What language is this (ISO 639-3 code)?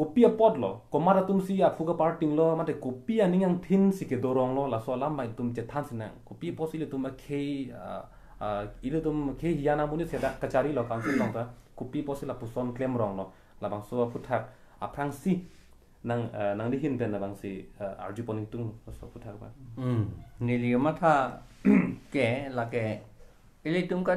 mjw